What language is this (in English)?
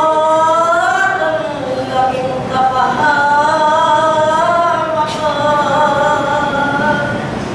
Pampanga